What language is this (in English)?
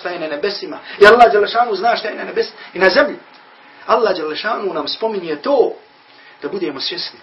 Bosnian